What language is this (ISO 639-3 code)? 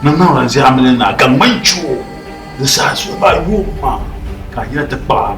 dag